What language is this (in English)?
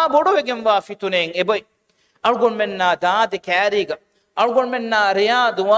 Divehi